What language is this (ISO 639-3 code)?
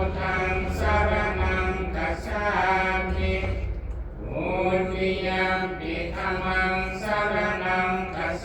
pli